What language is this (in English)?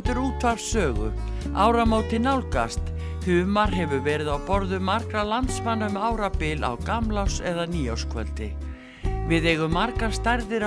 Icelandic